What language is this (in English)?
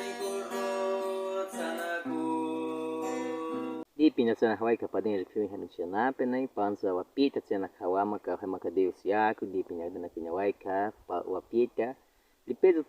Baniwa